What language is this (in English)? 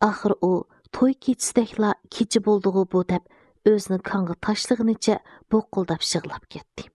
Uyghur